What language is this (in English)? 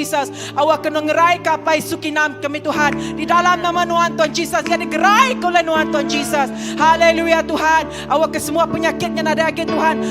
Iban